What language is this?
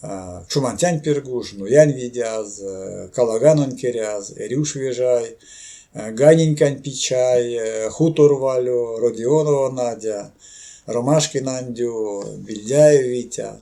Erzya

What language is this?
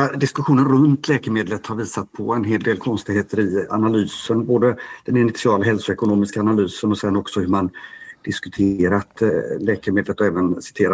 Swedish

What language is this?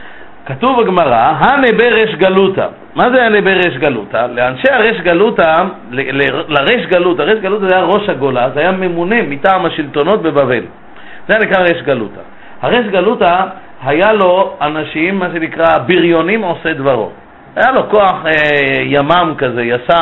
Hebrew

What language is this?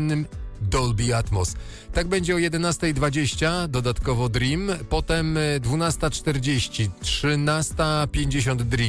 Polish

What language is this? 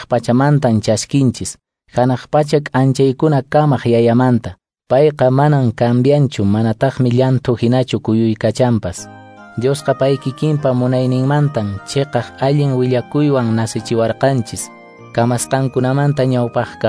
Quechua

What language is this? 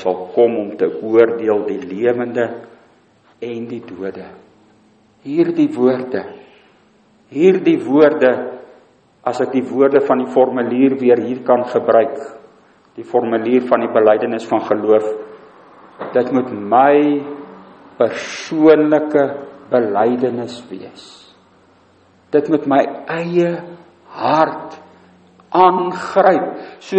Afrikaans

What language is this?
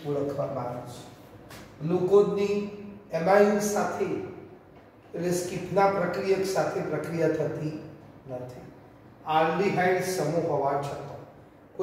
Gujarati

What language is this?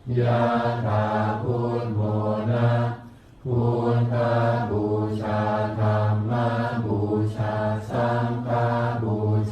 Pali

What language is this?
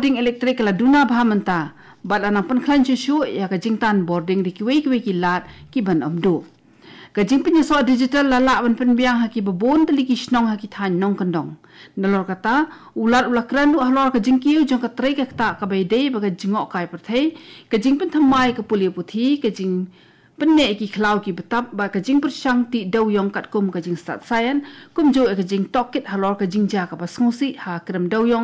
Khasi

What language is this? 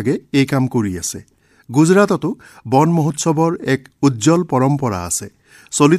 Assamese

